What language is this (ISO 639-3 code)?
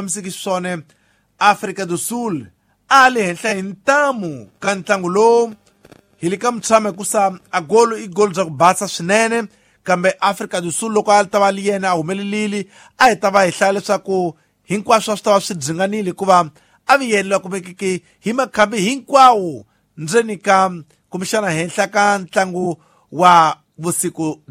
tso